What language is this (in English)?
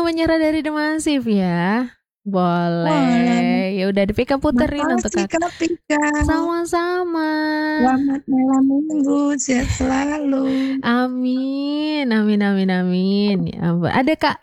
Indonesian